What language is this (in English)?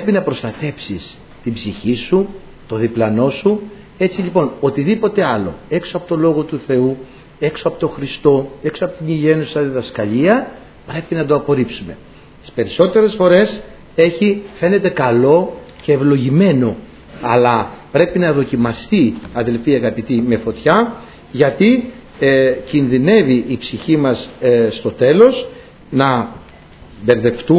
Greek